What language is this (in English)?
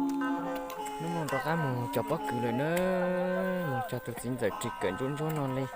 Hmong